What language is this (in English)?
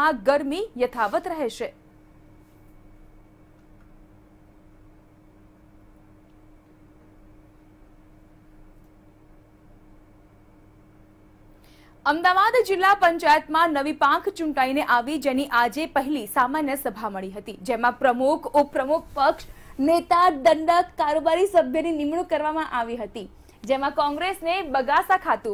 Gujarati